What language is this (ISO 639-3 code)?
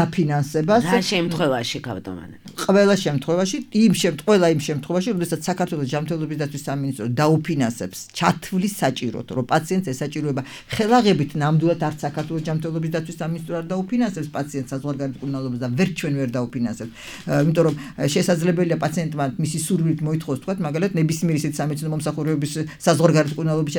kat